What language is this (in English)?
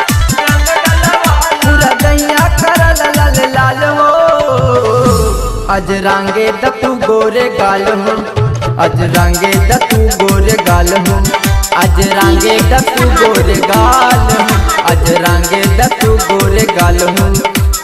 Bhojpuri